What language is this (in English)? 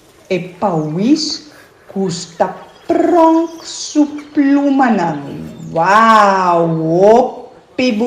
Papiamento